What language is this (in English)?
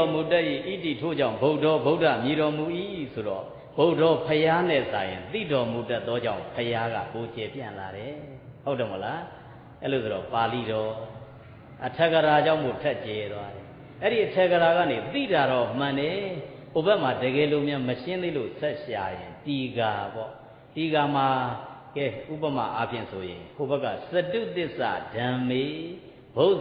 Burmese